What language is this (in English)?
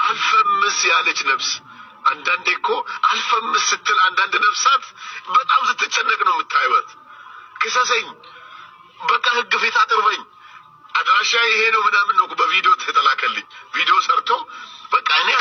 Amharic